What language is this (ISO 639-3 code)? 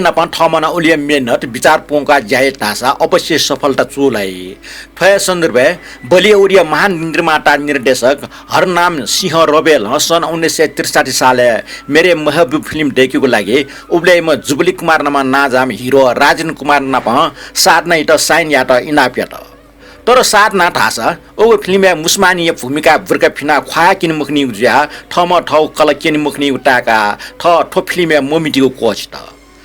new